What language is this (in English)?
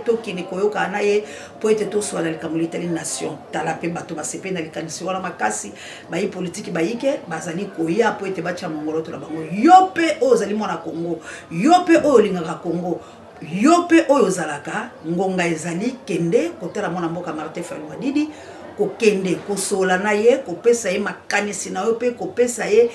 Lingala